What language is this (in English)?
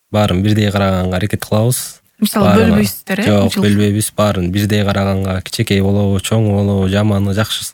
Kyrgyz